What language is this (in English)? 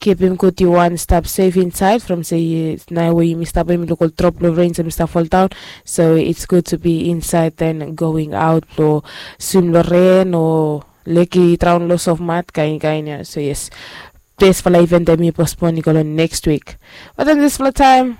Bislama